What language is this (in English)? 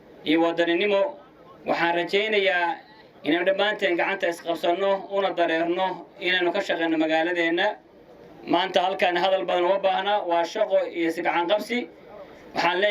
Somali